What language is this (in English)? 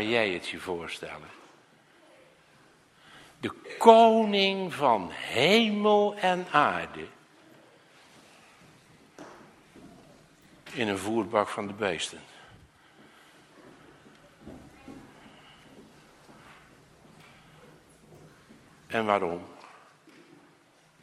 Dutch